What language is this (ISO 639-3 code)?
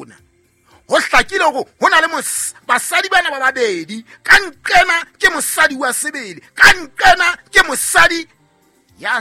sot